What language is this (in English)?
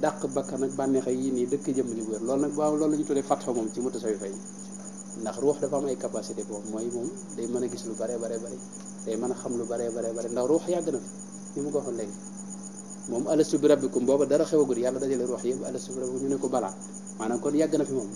Wolof